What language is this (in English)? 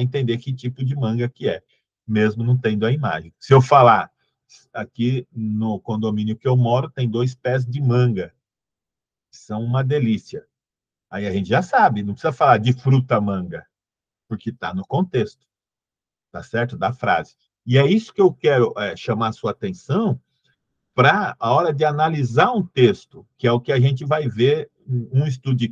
Portuguese